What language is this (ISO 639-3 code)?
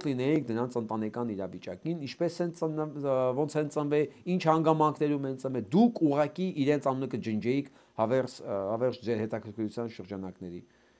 hye